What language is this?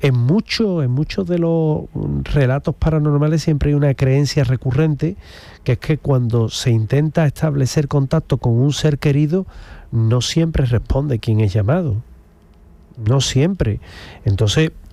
Spanish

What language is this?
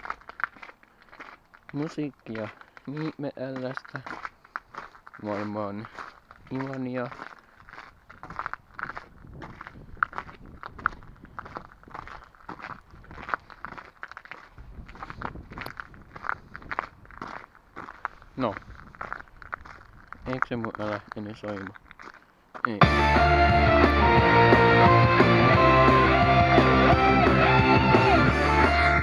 Finnish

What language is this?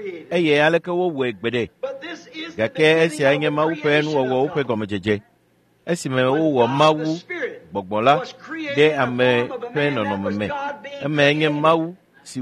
Ewe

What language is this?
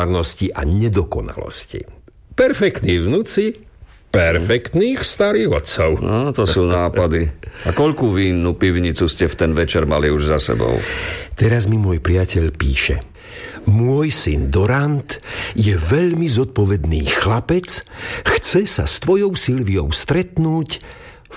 Slovak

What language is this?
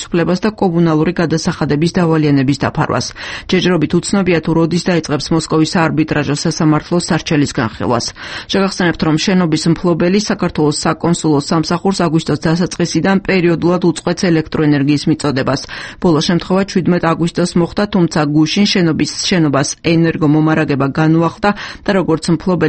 Georgian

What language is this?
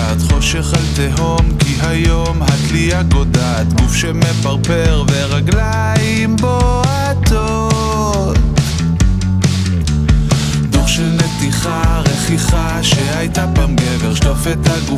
Hebrew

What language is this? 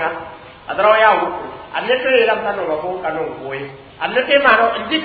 Mossi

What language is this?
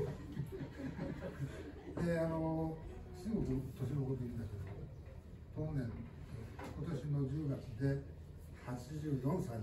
Japanese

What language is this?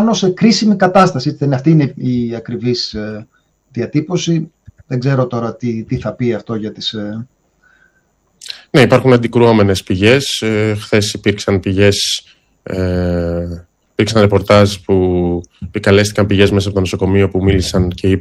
Greek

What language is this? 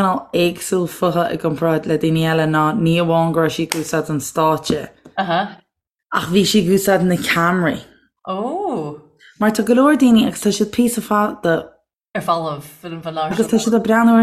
Irish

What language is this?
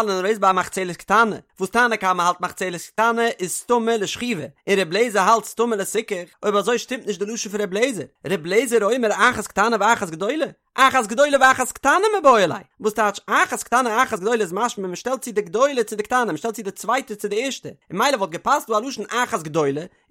Yiddish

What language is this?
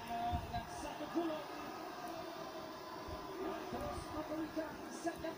Malay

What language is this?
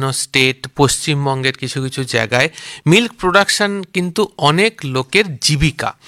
Bangla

